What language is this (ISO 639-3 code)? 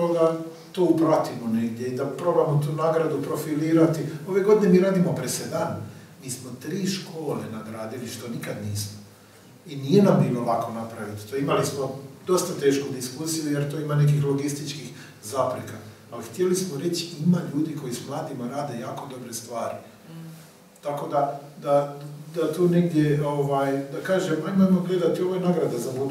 hrv